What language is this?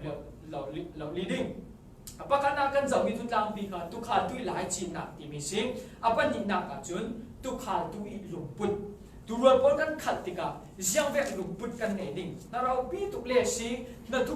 Falam Chin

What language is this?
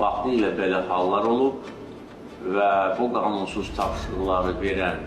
Azerbaijani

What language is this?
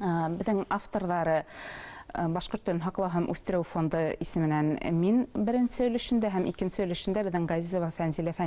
Bashkir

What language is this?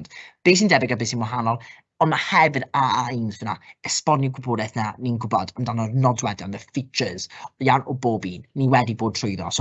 Welsh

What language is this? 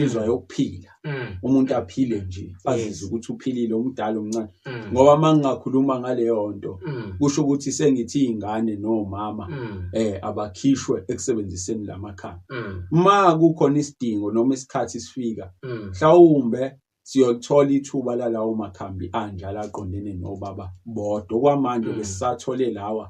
Zulu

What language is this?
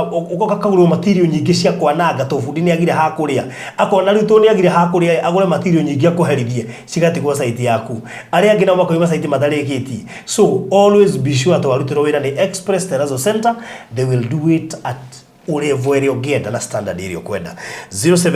Kikuyu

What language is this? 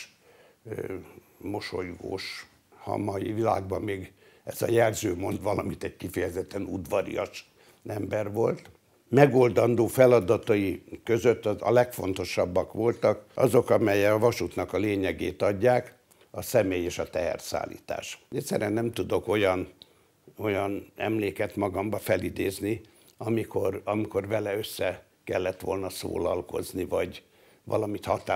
Hungarian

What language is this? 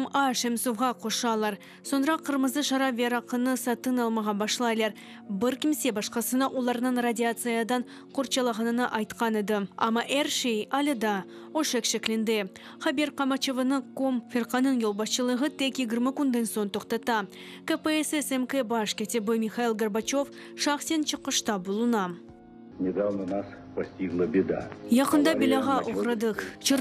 Crimean Tatar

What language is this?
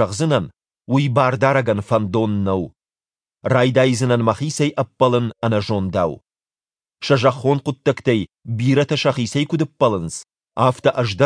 Ossetic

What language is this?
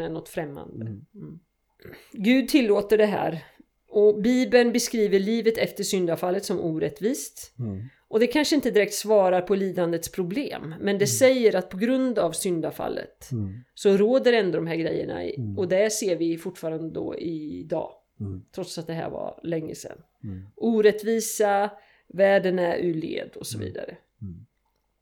Swedish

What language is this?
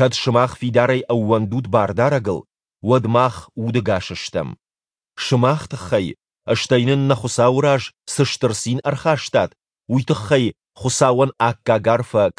Ossetic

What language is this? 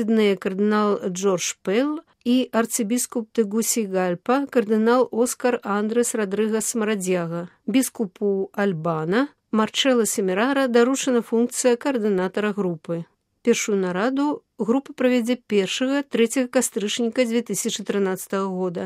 Belarusian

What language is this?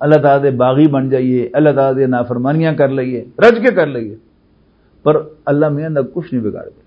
Western Panjabi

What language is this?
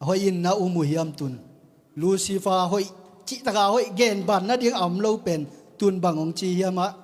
Tedim Chin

